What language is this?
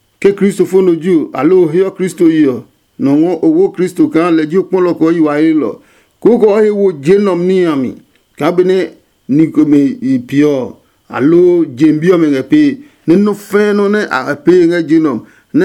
Adangme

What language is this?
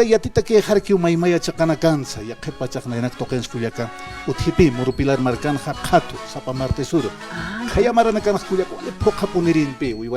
Aymara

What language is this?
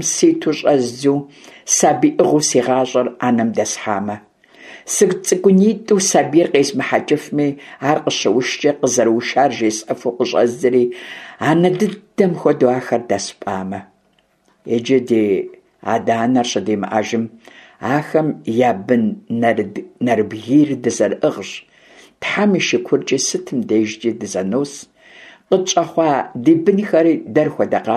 Kabardian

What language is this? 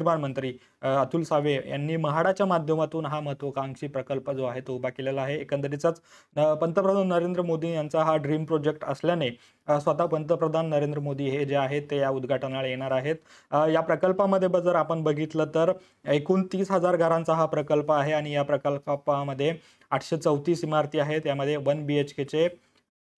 Marathi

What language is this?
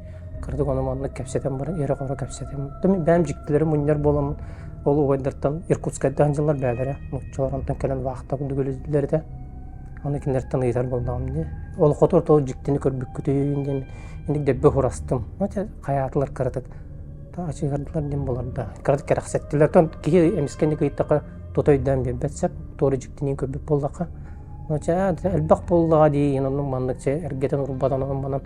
Yakut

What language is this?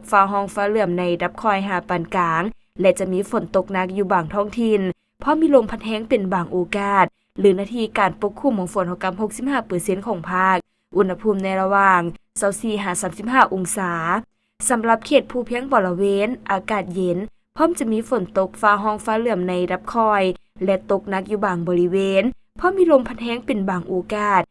Lao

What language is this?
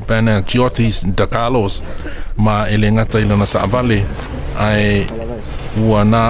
Samoan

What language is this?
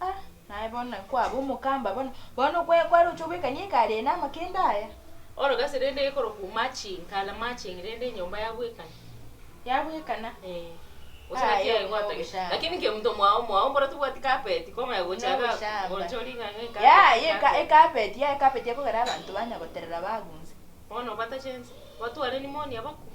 Gusii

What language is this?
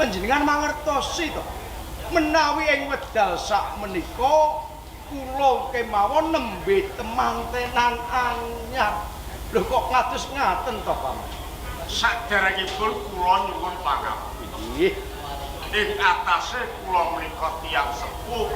Javanese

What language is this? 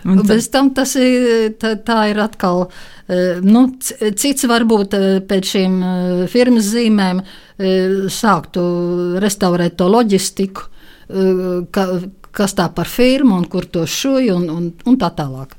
Latvian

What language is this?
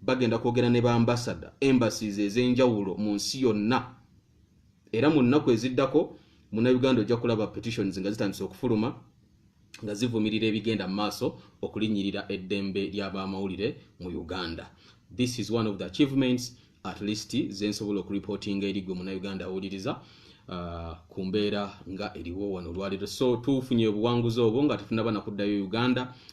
Ganda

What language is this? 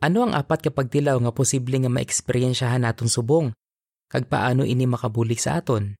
Hiligaynon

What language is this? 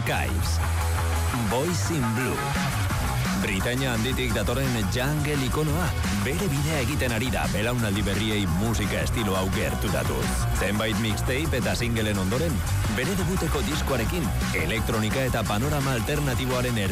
Basque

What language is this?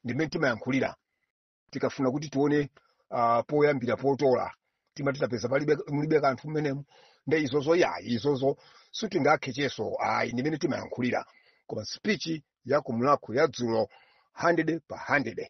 Nyanja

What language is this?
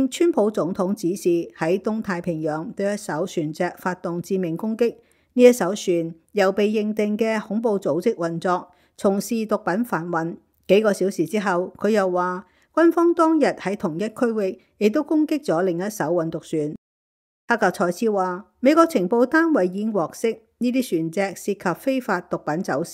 Cantonese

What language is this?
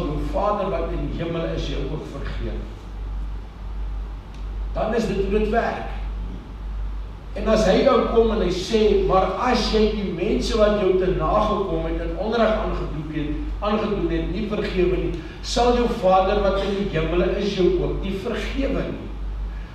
Afrikaans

